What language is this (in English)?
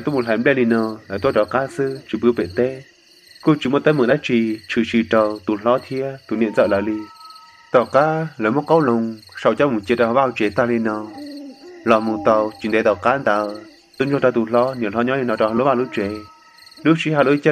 Hmong